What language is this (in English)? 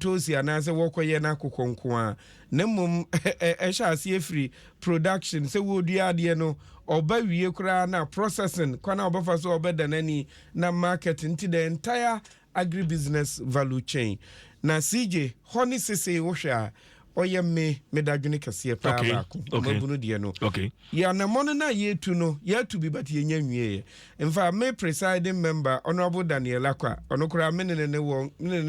Akan